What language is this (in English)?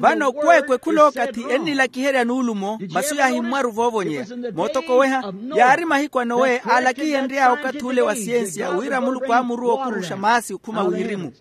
Makhuwa